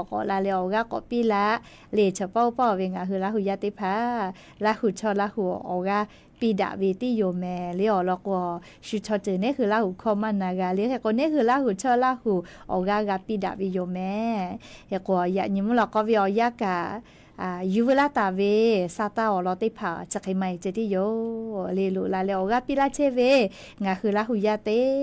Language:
Lahu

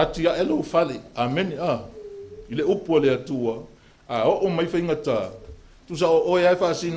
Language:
Samoan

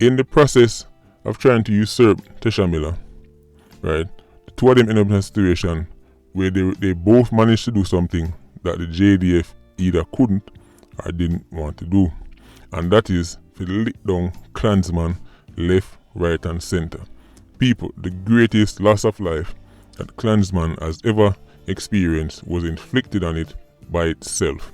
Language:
Jamaican Creole English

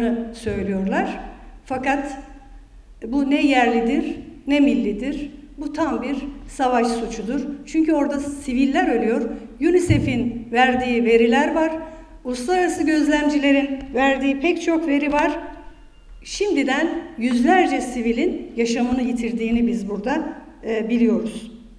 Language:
Turkish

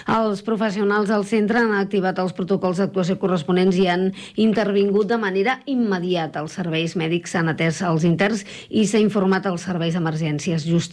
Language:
Catalan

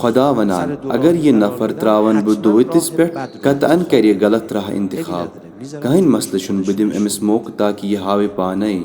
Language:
Kashmiri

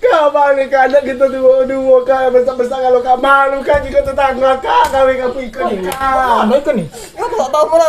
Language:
Musi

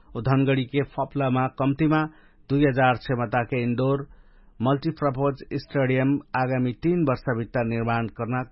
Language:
Dangaura Tharu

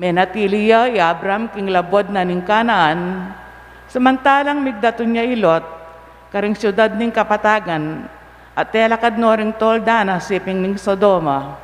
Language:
Pampanga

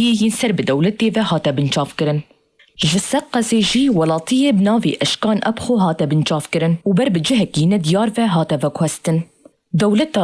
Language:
Kurdish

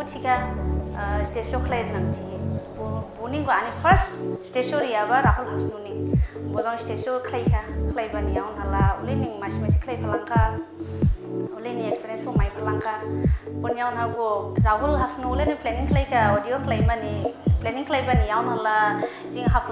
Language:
Dimasa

